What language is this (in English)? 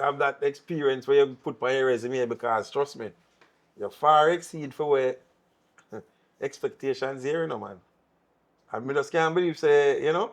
Jamaican Creole English